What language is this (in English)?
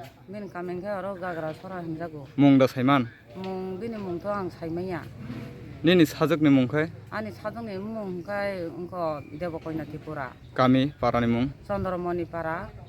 Kok Borok